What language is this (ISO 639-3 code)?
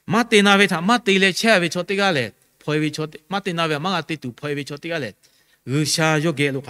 lhu